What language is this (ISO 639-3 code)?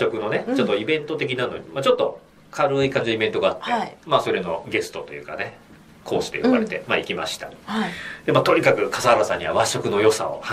jpn